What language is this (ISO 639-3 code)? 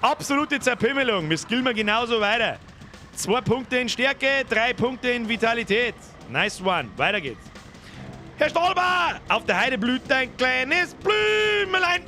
bar